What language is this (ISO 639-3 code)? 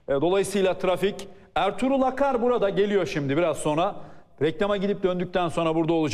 tur